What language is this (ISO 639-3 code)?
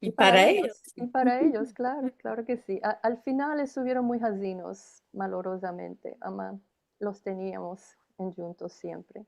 lad